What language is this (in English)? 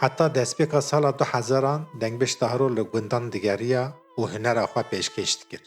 Kurdish